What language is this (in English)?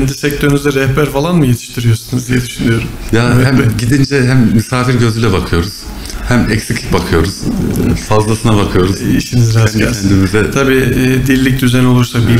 Turkish